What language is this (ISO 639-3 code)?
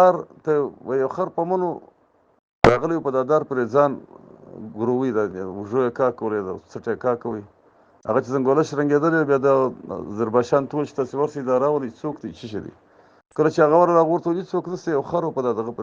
pus